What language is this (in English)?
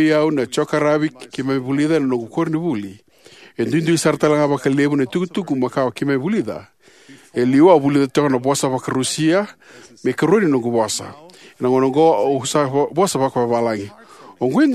Fijian